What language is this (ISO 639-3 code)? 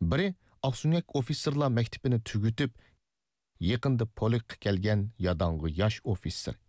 uig